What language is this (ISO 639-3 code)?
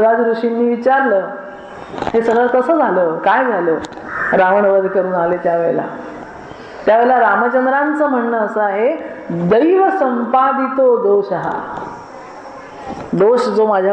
mar